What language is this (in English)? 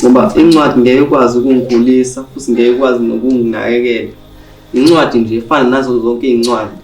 Zulu